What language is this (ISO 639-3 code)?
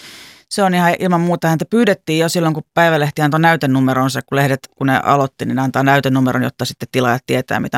fin